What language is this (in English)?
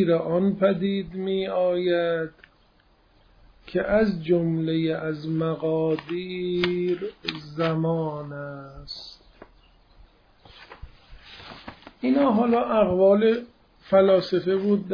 Persian